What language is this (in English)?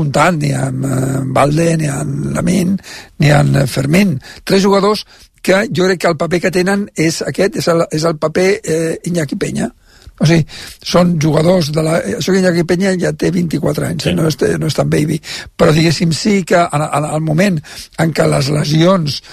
Catalan